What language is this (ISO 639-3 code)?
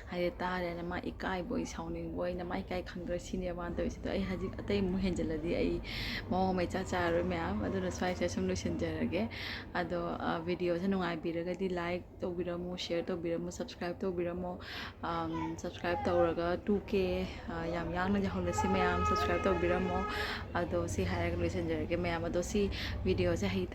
mni